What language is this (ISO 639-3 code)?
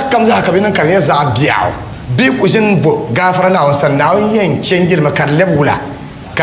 dag